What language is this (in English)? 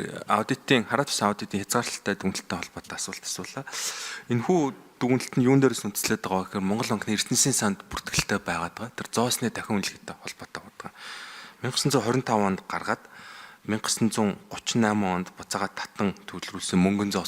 Mongolian